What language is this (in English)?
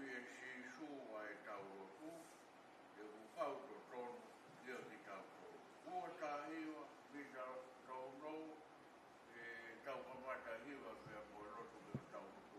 Tongan